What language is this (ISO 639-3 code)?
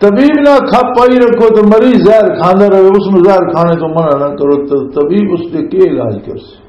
lah